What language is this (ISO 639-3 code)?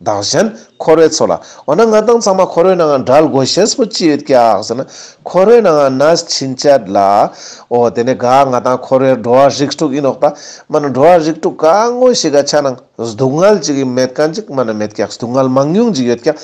lbj